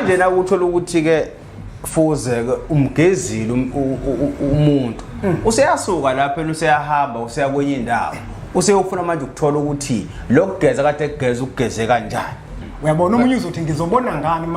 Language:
Zulu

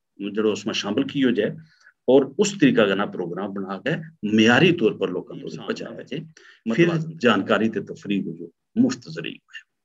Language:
Gujari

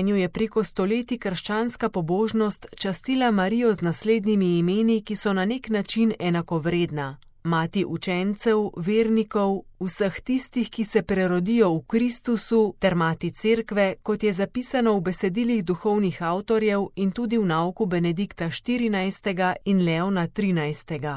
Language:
Slovenian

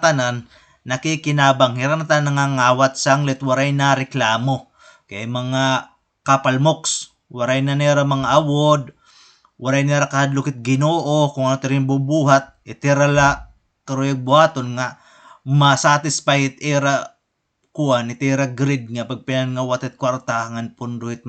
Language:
Waray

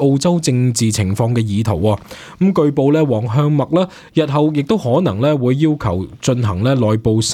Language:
Cantonese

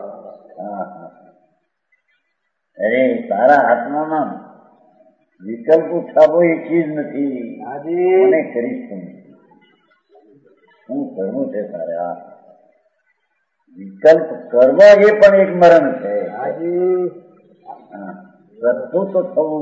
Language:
Gujarati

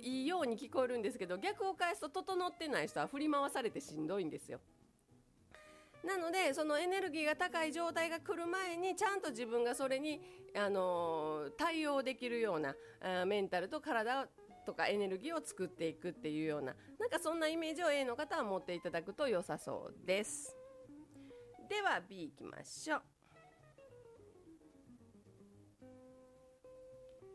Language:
Japanese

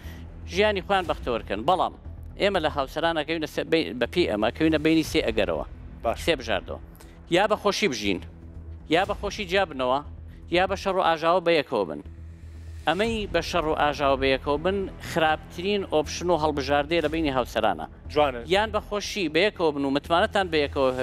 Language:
Central Kurdish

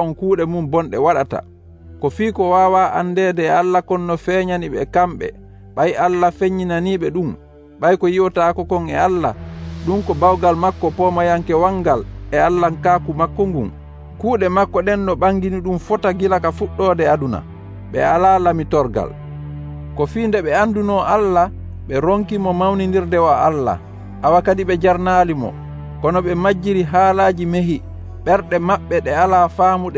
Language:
Nigerian Fulfulde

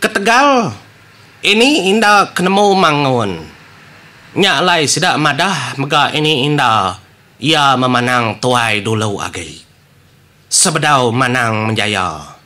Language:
Iban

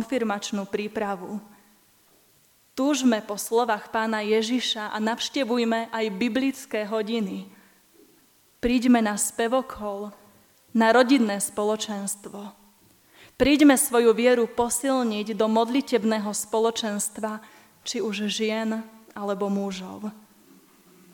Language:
Slovak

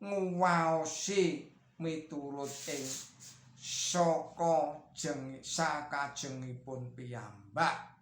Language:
Javanese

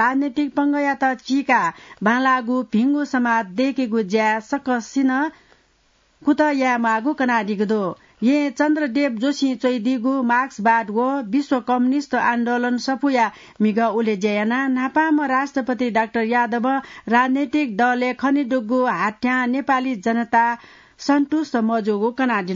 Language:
Newari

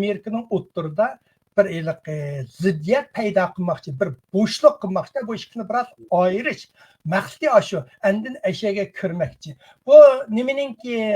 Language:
Uyghur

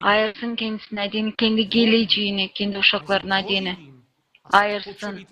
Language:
Gagauz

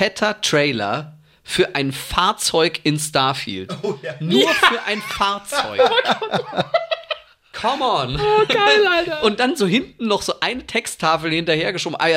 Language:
German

